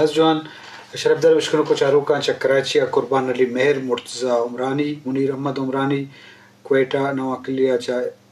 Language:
Eastern Balochi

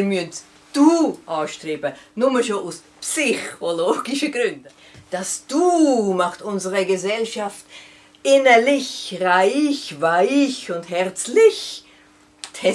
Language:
Swiss German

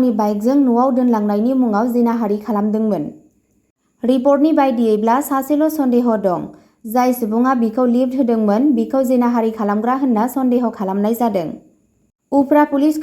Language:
Bodo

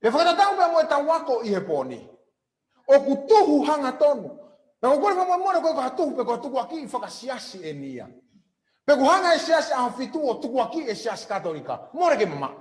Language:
Tongan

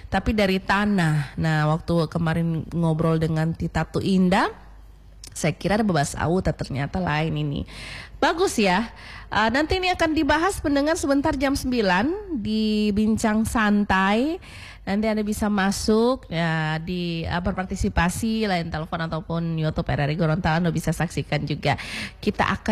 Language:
Indonesian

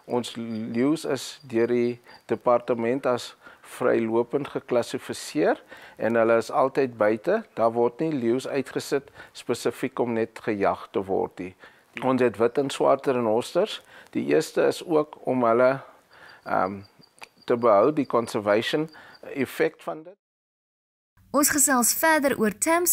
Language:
Afrikaans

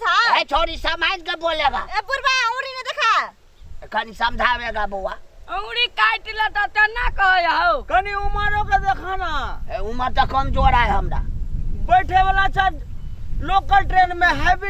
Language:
Maithili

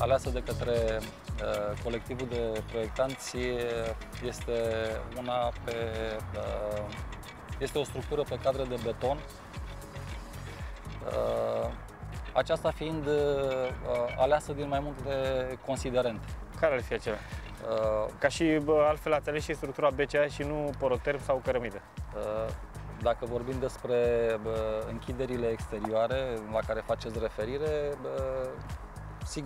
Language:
Romanian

